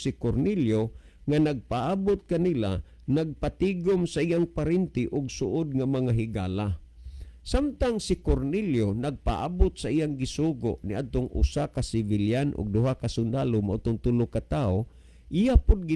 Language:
Cebuano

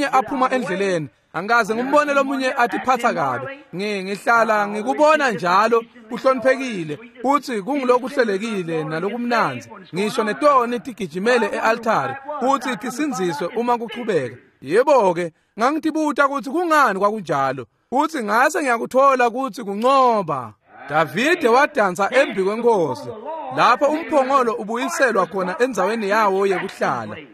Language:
Swati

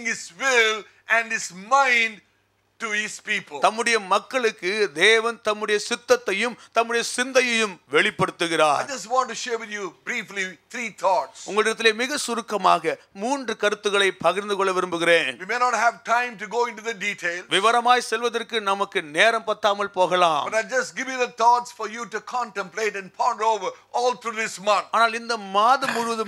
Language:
Tamil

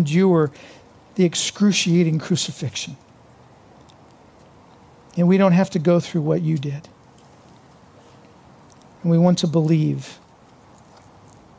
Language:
English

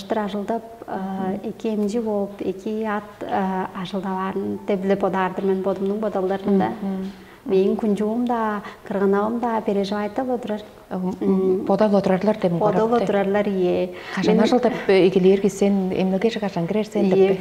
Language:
Tuvinian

